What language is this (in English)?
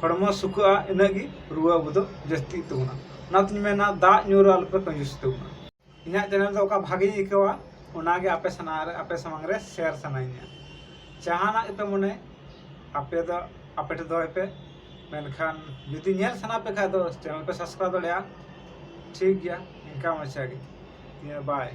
Santali